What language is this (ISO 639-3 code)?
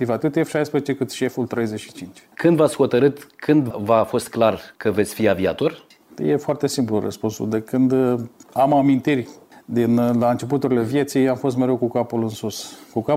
ron